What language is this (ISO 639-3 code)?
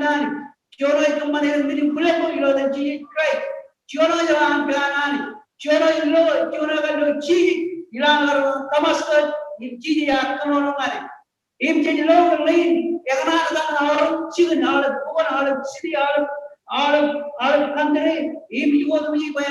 mah